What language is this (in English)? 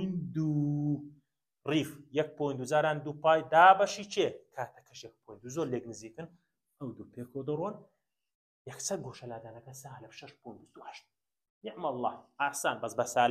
Central Kurdish